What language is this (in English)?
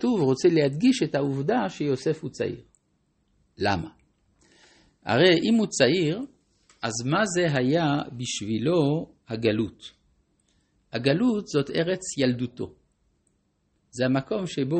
Hebrew